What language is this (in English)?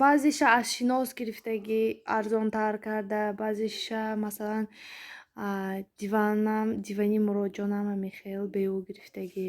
Tajik